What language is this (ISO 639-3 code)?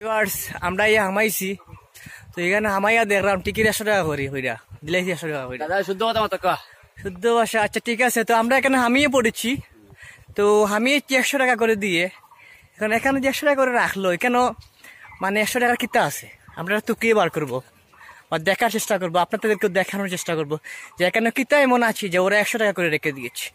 syl